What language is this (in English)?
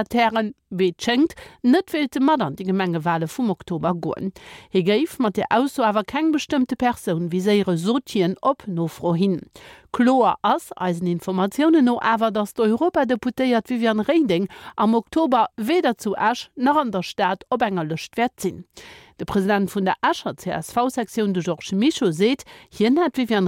Luxembourgish